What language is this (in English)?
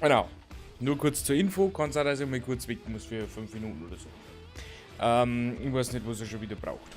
Bavarian